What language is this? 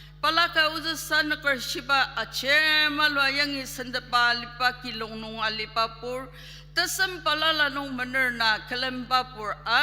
Ao Naga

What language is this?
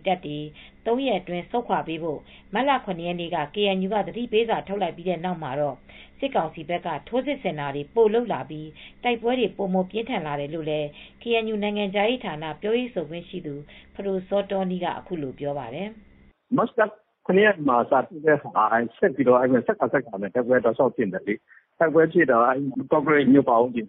Burmese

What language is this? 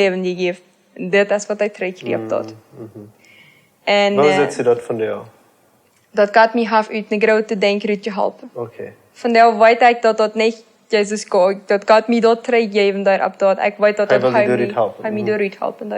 Plautdietsch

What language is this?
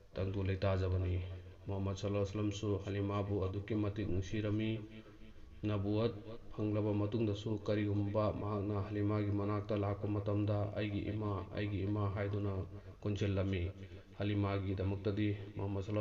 Manipuri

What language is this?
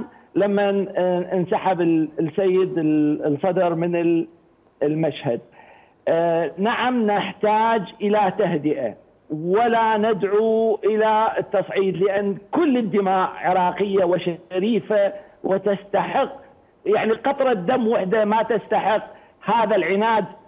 Mesopotamian Arabic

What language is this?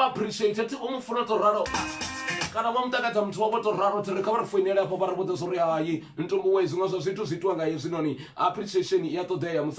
Venda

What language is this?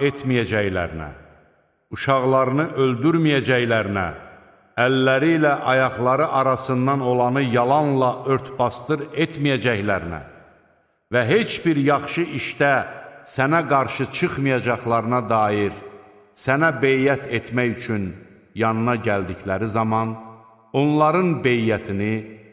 Azerbaijani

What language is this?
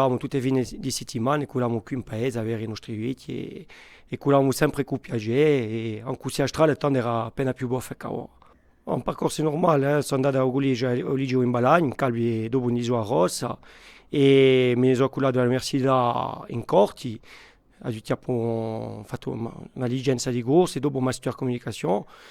Corsican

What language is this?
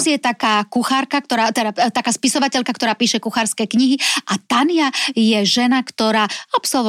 Slovak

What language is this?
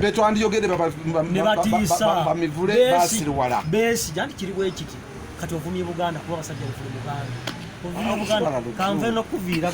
Ganda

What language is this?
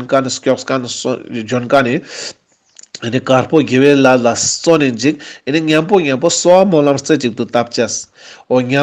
Ladakhi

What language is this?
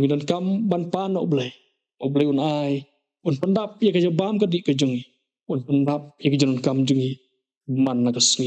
Khasi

